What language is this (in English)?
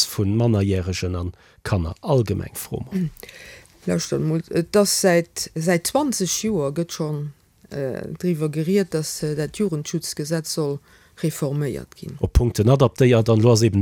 Luxembourgish